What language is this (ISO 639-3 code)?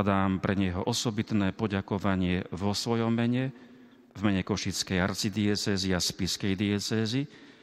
slk